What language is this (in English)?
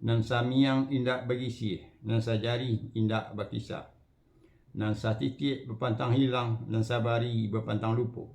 Minangkabau